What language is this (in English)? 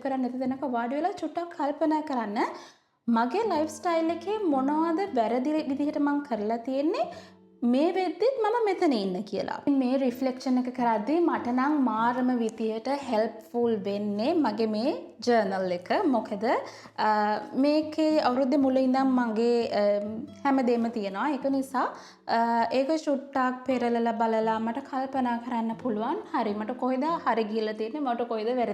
Sinhala